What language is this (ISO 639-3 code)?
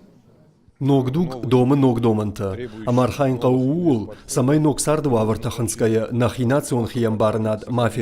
oss